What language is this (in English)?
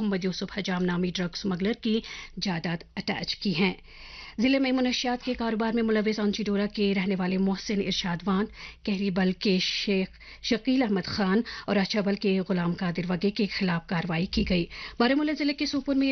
Urdu